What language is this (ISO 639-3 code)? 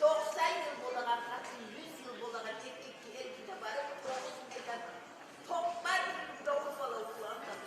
kum